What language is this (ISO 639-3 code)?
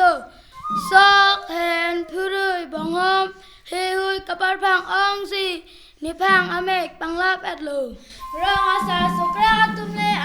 mjw